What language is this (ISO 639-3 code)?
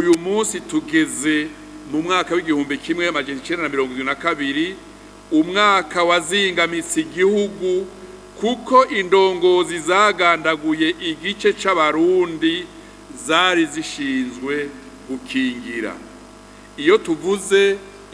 run